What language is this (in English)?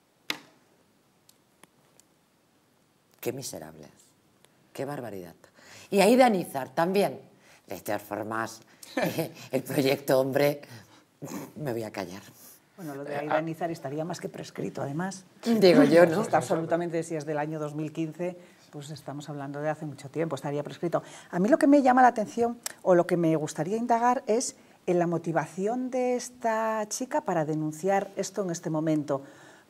Spanish